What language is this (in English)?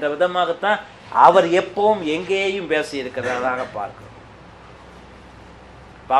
Tamil